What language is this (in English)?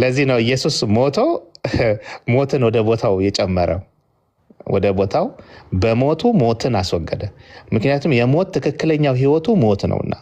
Amharic